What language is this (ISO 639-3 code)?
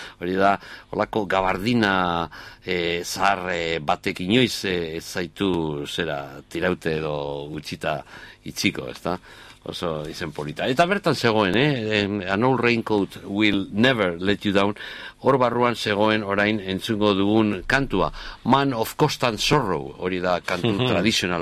eus